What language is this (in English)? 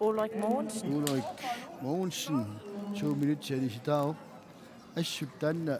Kalaallisut